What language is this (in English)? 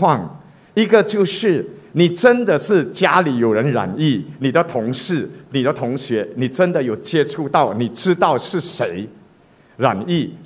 Chinese